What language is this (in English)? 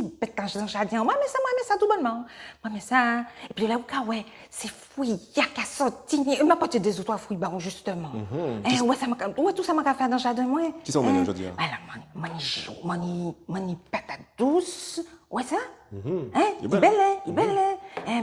Guadeloupean Creole French